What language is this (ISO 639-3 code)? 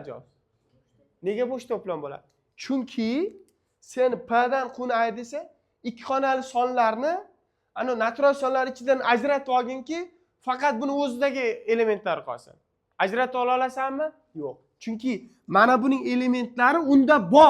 uzb